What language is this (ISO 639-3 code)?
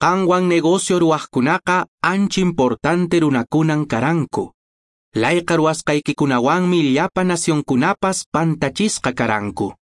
que